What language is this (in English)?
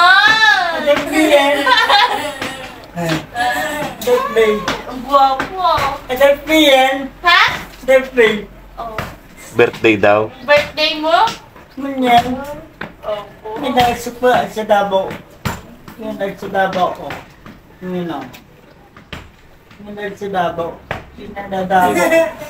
Filipino